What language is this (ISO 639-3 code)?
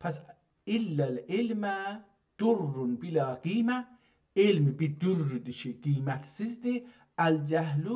azb